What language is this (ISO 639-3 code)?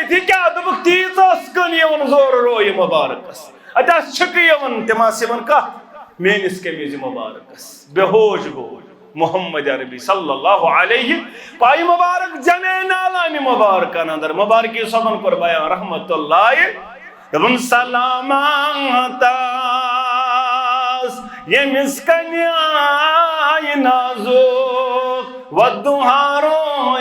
kas